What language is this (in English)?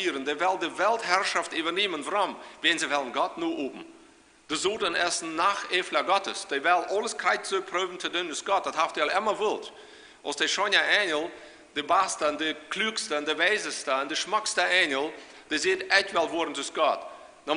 Plautdietsch